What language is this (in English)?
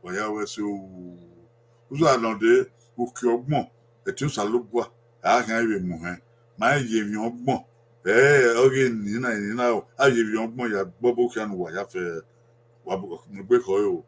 Bini